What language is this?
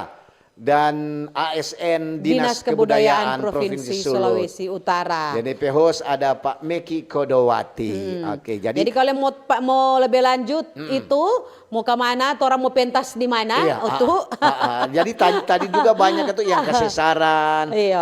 Manado Malay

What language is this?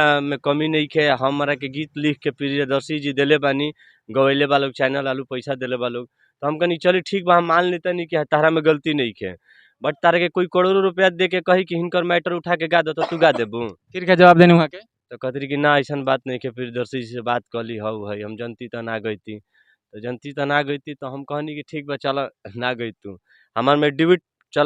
Bhojpuri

